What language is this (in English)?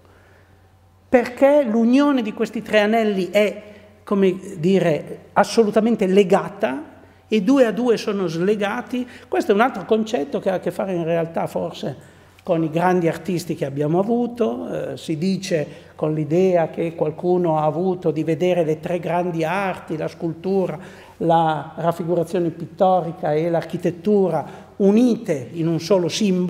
Italian